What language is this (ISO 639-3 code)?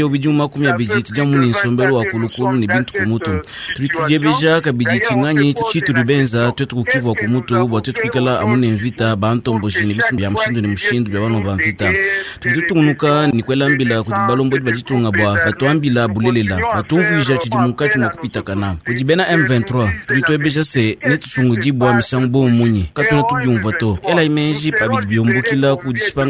lua